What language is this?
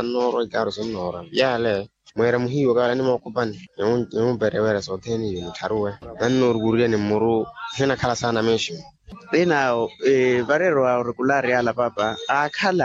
Makhuwa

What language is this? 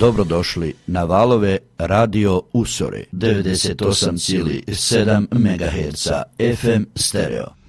Croatian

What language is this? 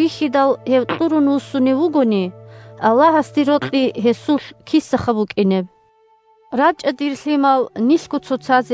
Avaric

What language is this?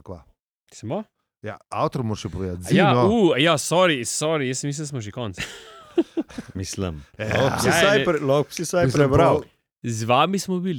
Slovenian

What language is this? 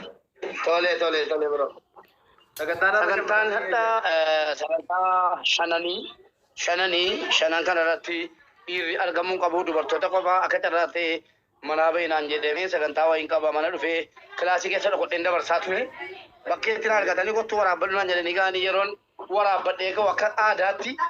Oromo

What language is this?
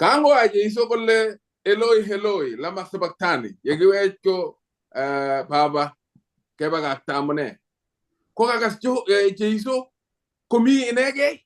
Kalenjin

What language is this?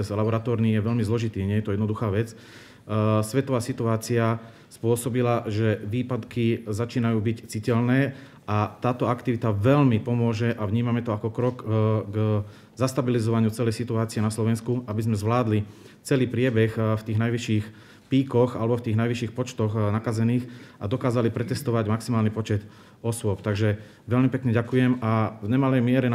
Slovak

